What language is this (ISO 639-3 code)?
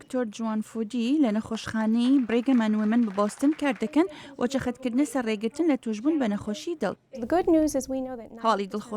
ckb